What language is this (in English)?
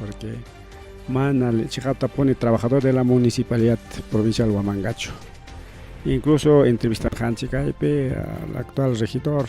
Ayacucho Quechua